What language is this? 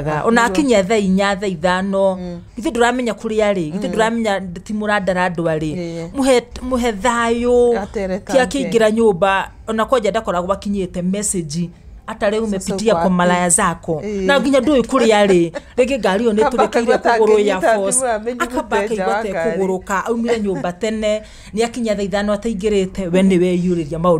Kikuyu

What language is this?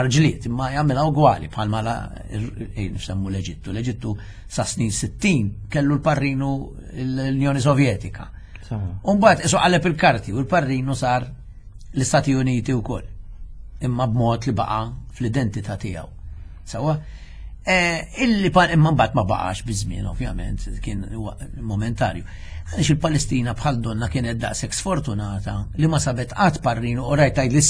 Maltese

